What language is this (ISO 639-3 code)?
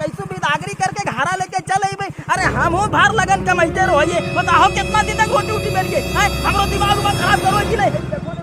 mag